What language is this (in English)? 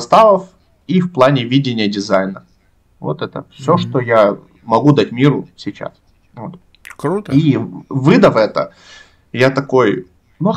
Russian